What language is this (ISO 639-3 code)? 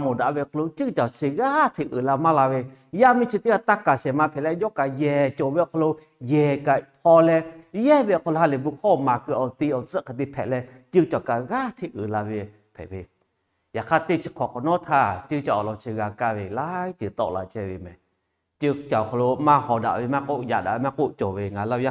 lhu